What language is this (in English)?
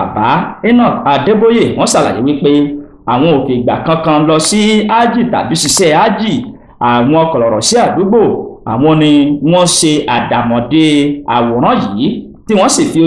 Yoruba